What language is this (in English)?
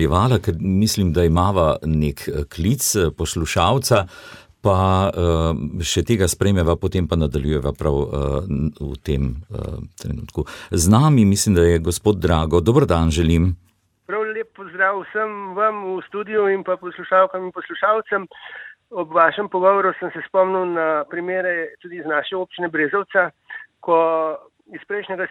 Slovenian